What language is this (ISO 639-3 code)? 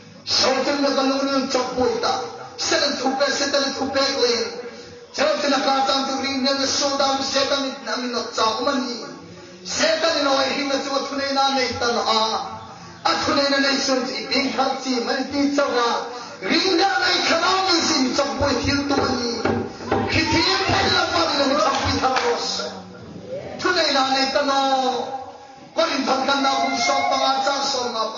hmr